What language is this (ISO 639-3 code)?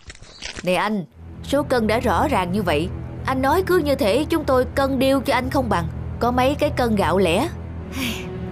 vie